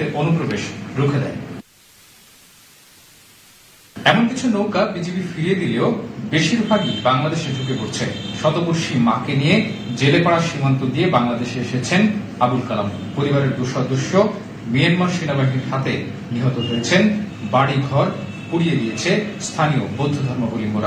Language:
Bangla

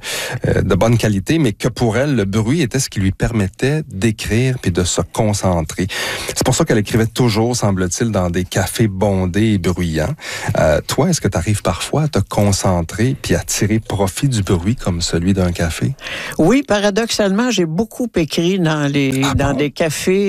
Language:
French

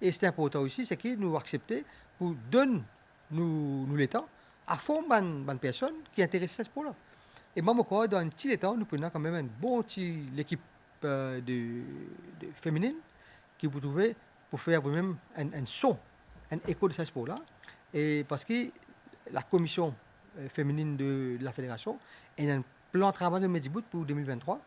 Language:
Morisyen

